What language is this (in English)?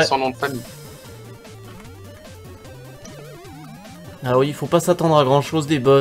French